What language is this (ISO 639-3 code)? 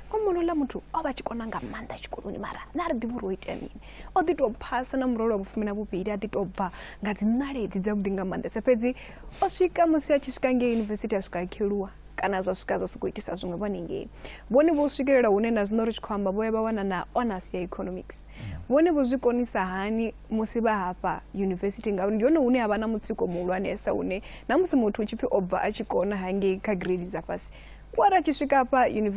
ven